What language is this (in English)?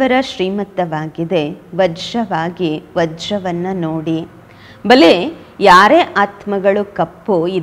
Kannada